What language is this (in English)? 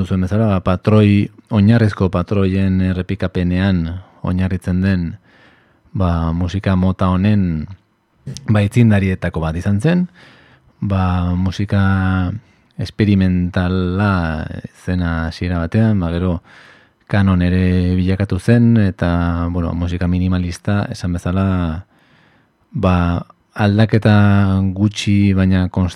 Basque